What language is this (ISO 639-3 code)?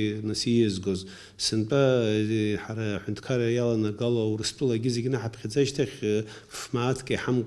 abk